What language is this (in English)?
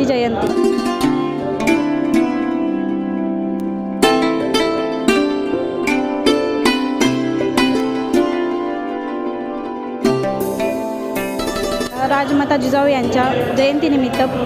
Marathi